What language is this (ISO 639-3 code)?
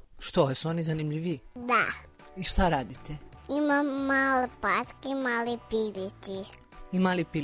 srp